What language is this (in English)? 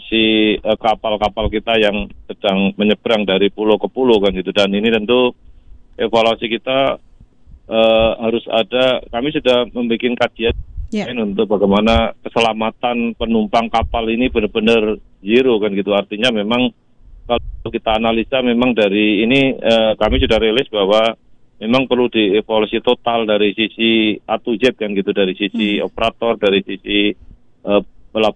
Indonesian